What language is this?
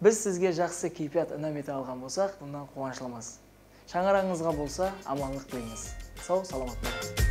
Kara-Kalpak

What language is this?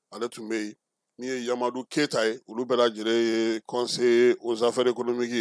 Bambara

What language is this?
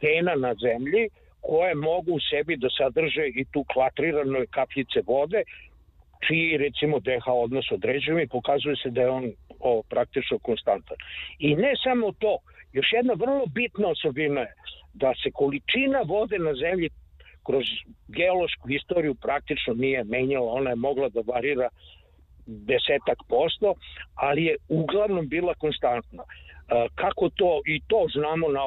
Serbian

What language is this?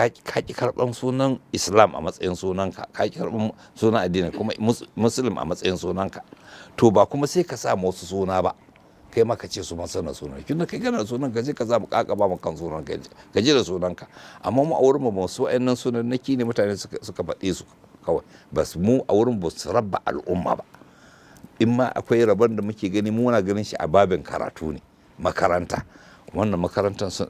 Hausa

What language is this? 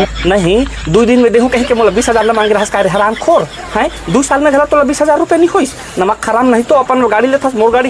Chhattisgarhi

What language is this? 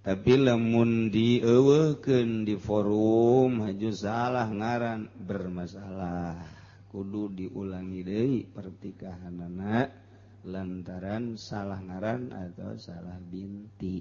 Sundanese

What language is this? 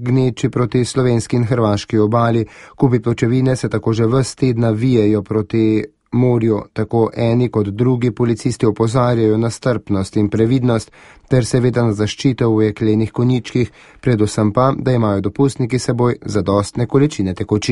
Slovenian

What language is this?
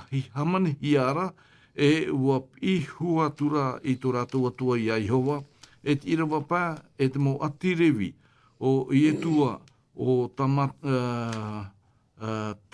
Tahitian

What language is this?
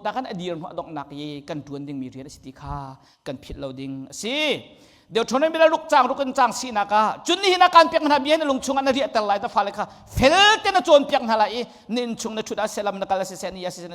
Hakha Chin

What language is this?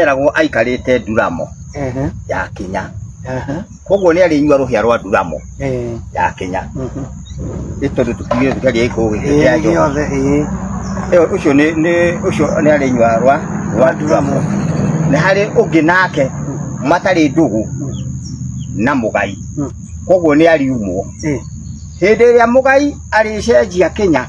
Kikuyu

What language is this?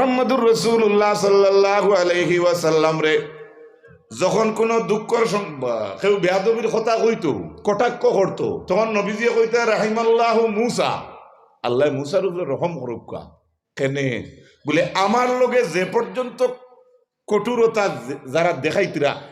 Sylheti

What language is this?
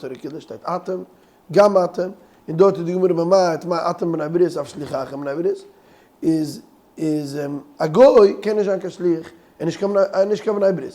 Yiddish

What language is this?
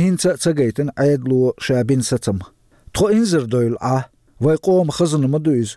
Chechen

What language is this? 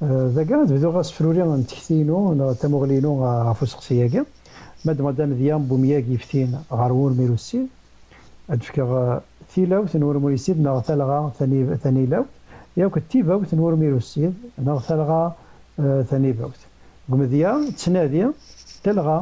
Kabyle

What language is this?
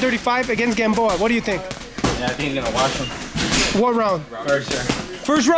English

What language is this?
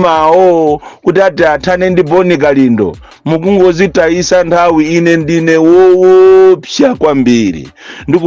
Nyanja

